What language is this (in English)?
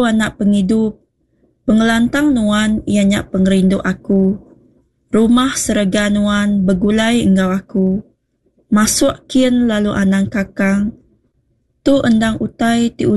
Iban